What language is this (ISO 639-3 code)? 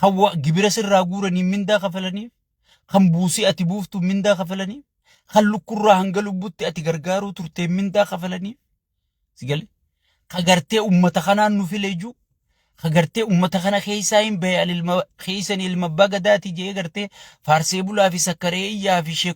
orm